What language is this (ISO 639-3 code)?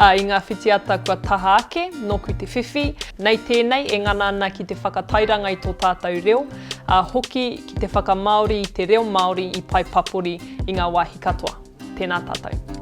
mri